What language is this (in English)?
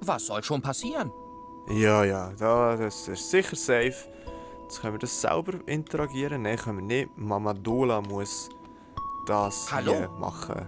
Swiss German